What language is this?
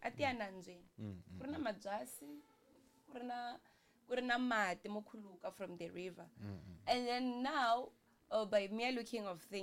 Tsonga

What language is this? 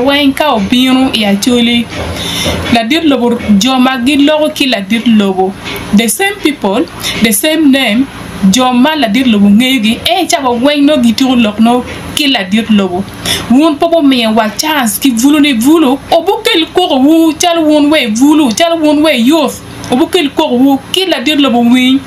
Acoli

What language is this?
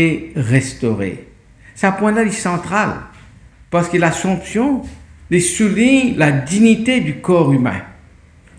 Morisyen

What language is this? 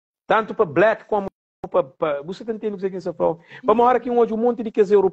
Kabuverdianu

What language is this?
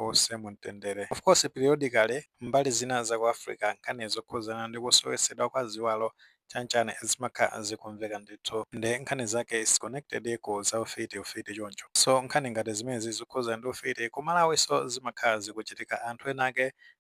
Nyanja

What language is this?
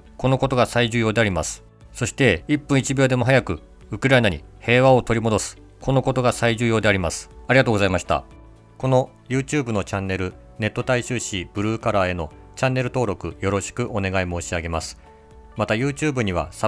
Japanese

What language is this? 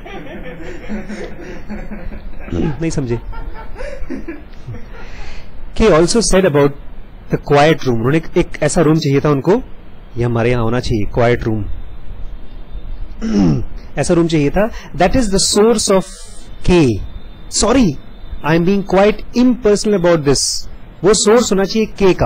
Hindi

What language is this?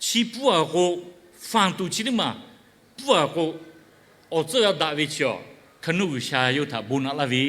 Lahu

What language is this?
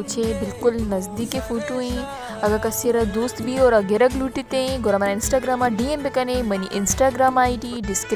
Baluchi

